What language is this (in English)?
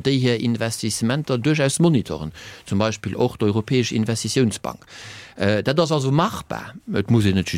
Luxembourgish